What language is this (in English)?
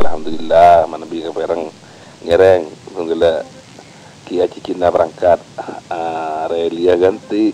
Madurese